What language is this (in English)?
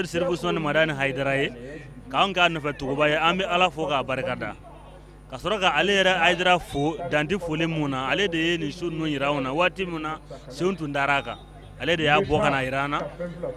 Bambara